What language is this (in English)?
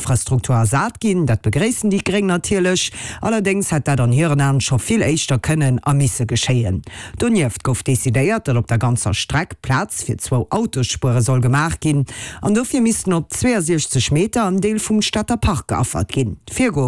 Luxembourgish